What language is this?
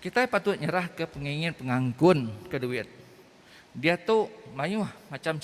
Iban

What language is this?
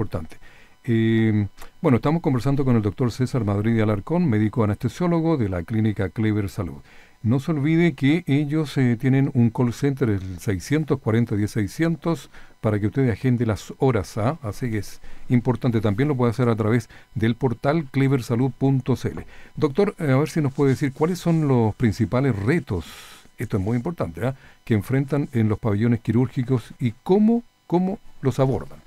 Spanish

